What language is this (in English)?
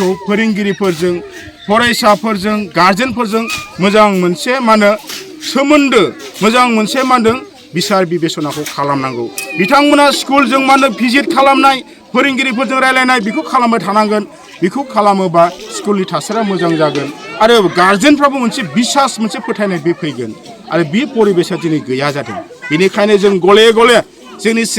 Bodo